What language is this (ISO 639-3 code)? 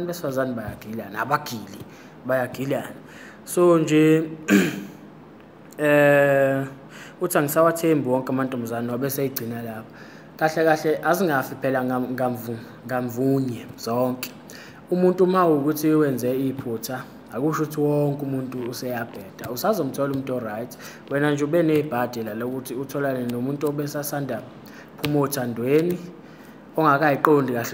zul